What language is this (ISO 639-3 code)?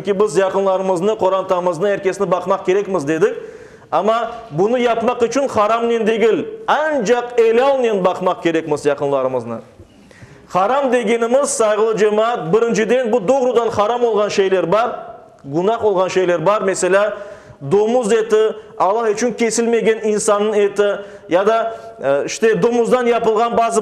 crh